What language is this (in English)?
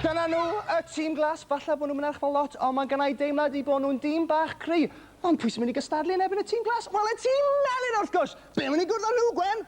Welsh